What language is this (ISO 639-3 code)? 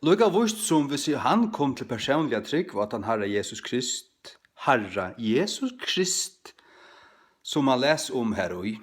fao